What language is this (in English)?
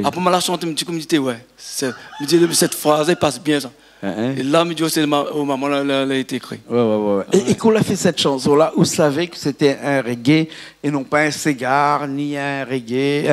Réunion Creole French